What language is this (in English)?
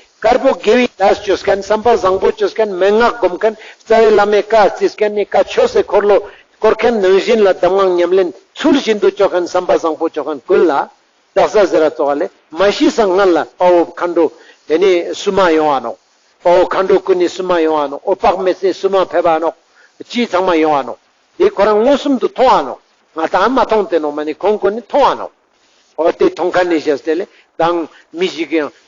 Ladakhi